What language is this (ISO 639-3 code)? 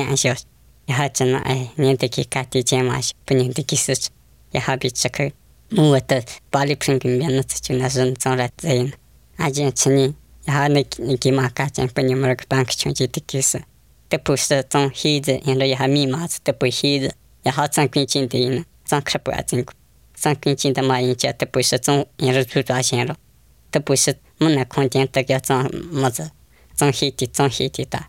sqi